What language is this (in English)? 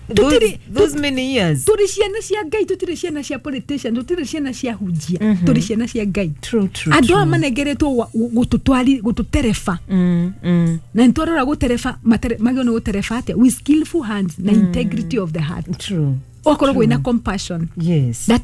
Kikuyu